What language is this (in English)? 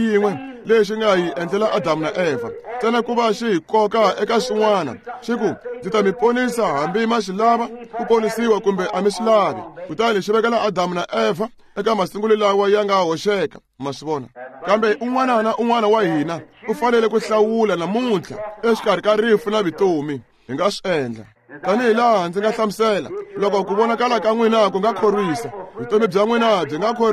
Tsonga